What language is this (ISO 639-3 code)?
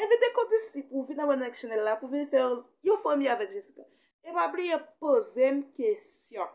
hat